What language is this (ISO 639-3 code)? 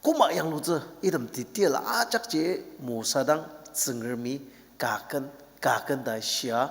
njo